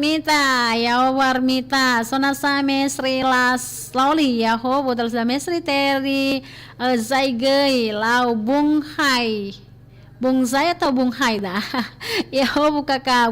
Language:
Nias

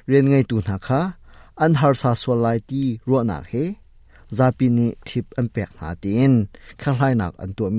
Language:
Hakha Chin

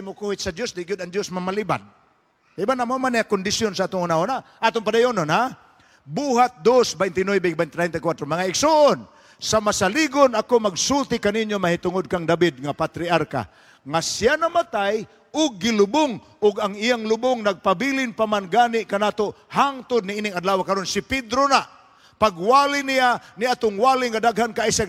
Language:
Cebuano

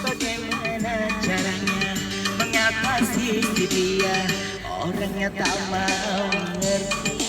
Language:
Banjar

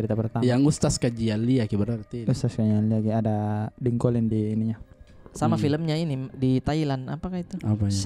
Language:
Makassar Malay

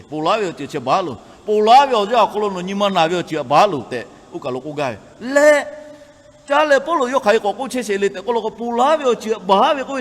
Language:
Lahu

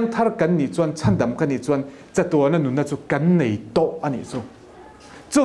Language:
Mizo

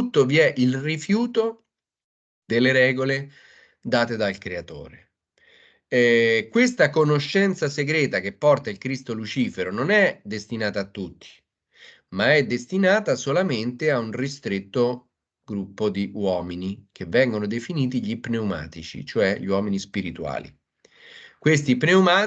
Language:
Italian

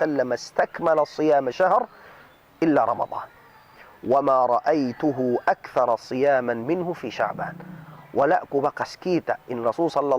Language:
Tausug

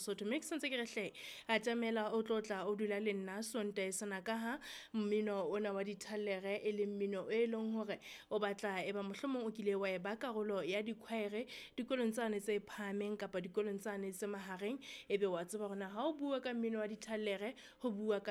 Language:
Southern Sotho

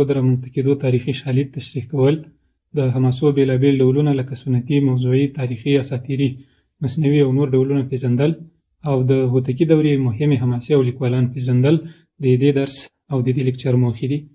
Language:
Pashto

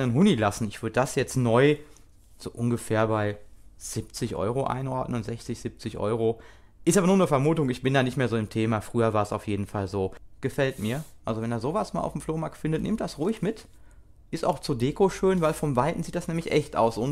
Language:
German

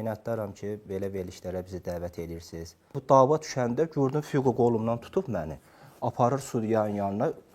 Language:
Azerbaijani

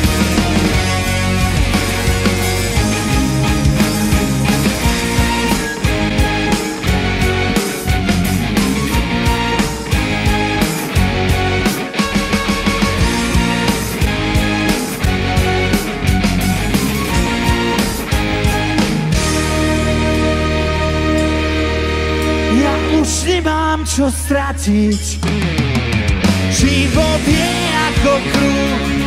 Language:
Slovak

